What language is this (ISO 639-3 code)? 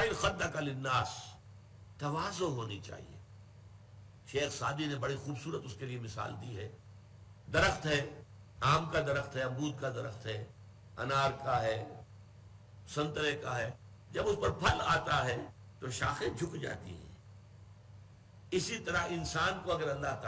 urd